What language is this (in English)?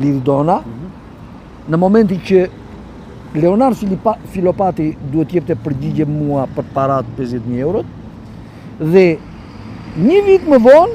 Albanian